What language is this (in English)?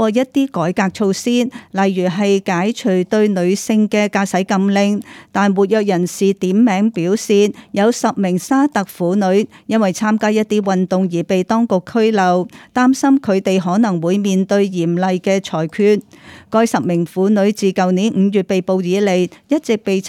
Cantonese